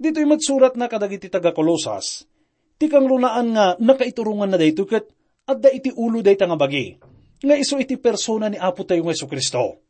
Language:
Iloko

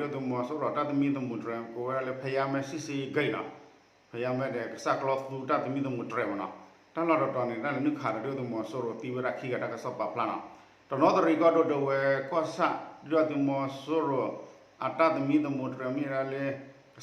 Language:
S'gaw Karen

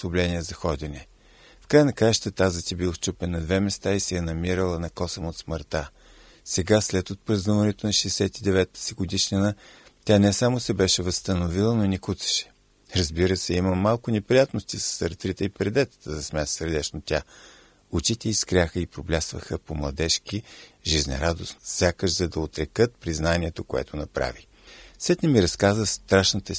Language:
Bulgarian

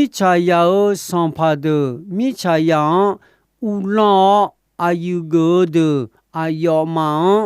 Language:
Akha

